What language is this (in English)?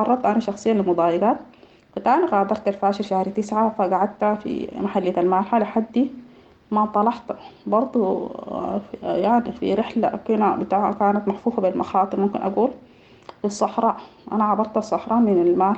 Sudanese Arabic